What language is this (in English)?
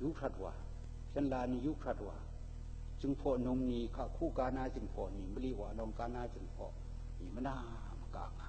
Kachin